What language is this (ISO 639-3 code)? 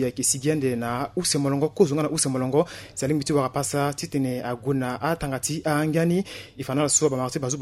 sag